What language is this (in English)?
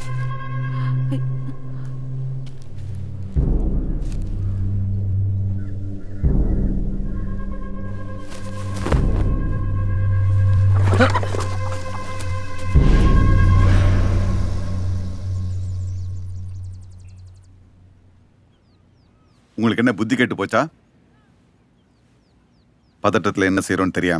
Tamil